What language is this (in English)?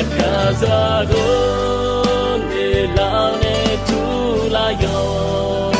Akha